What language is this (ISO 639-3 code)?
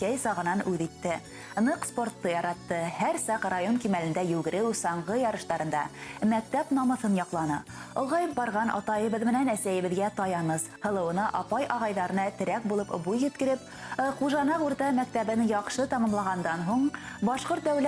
bak